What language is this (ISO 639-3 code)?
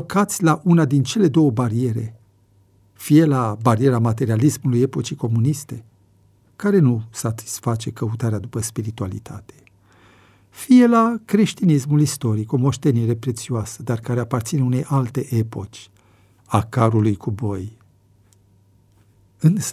ron